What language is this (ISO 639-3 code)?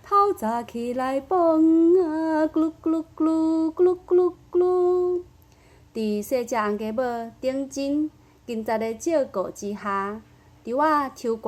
nan